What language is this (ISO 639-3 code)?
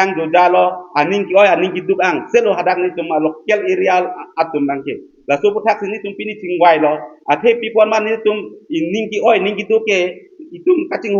mjw